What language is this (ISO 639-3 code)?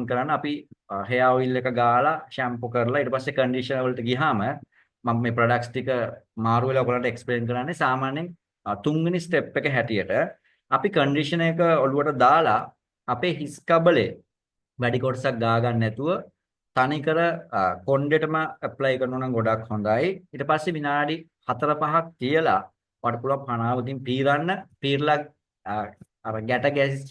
sin